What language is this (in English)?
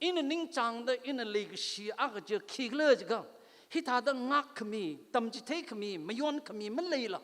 Tangkhul Naga (India)